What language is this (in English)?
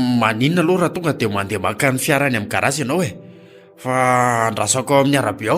Malagasy